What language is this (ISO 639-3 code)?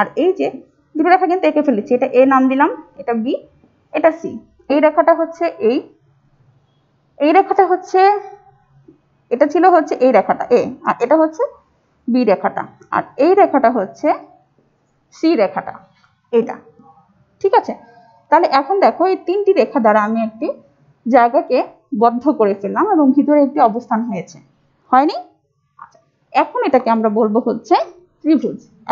ben